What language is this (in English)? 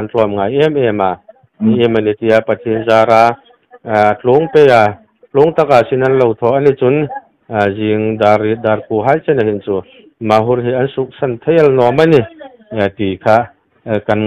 Hmar